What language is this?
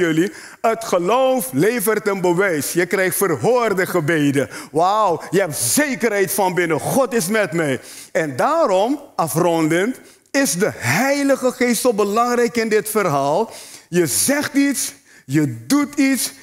Dutch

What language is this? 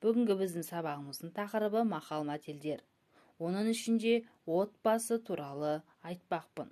Kazakh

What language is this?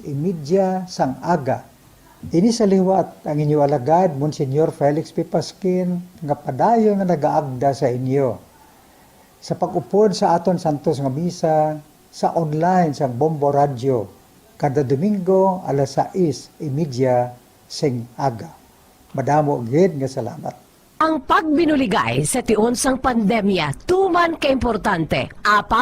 Hiligaynon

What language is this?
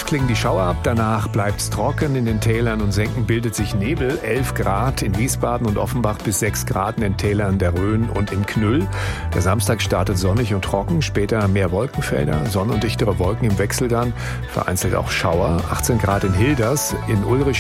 German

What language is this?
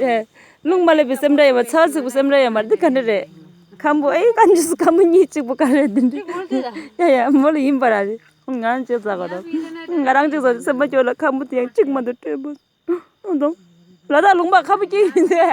Tibetan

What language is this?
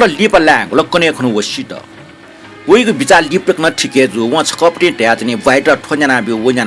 Newari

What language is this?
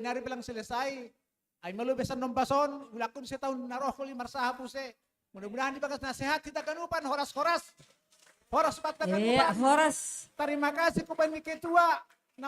Batak Simalungun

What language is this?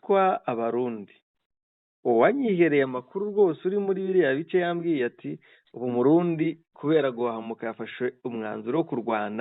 Kinyarwanda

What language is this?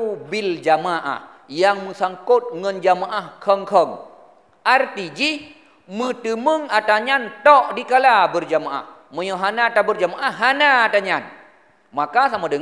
Achinese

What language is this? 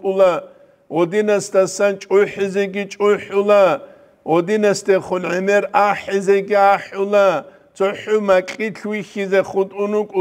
Avaric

